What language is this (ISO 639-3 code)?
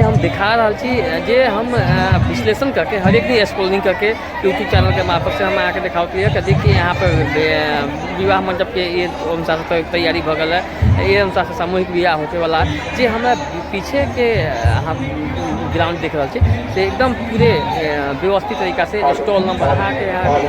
mai